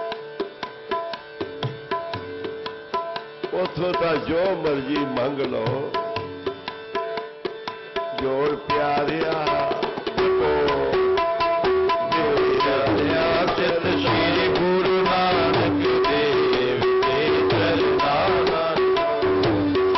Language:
Punjabi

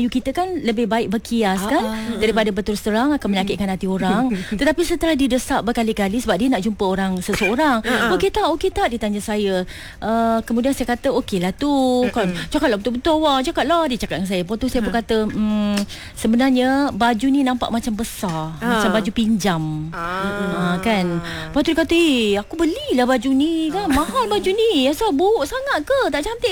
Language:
Malay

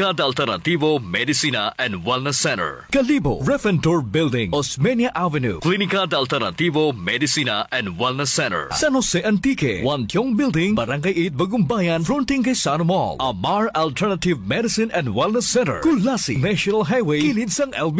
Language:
Hiligaynon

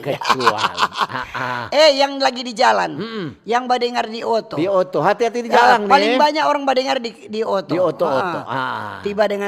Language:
Manado Malay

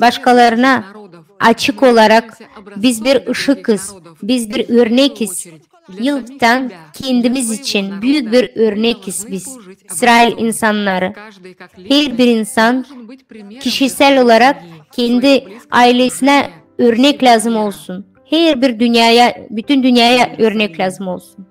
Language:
Gagauz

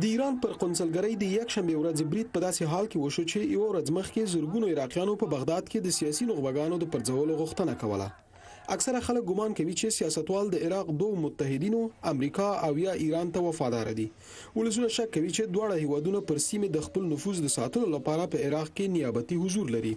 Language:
Pashto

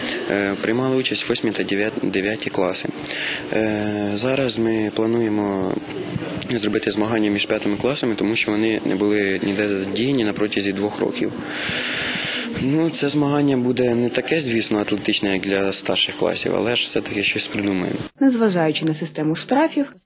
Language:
Ukrainian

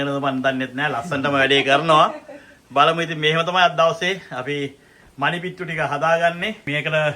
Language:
Sinhala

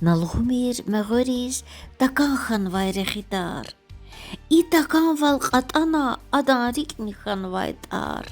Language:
Lezghian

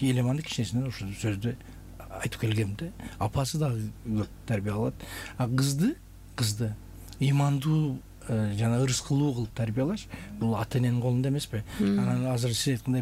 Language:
Kyrgyz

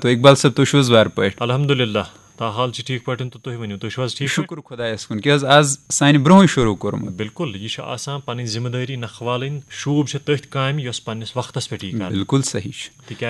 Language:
Kashmiri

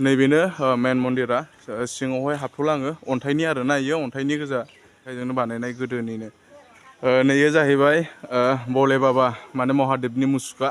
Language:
Bodo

